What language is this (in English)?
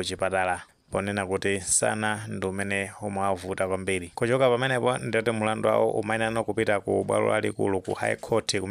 Nyanja